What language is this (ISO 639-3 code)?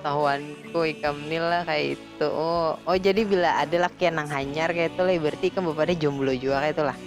bjn